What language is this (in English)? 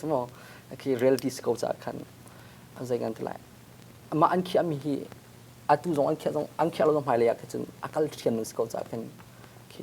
Hakha Chin